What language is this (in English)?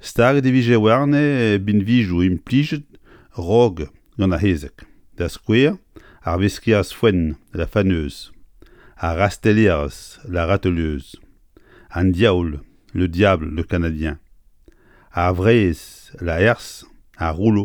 Breton